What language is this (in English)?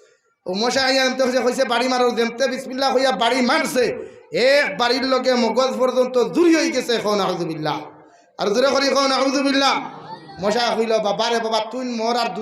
Sylheti